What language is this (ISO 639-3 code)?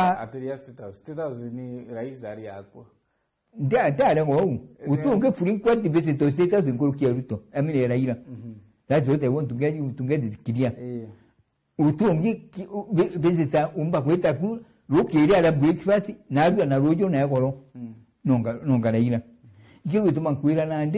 mer